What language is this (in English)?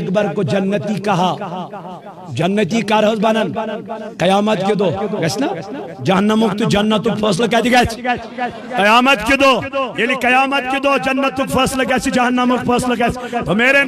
Kashmiri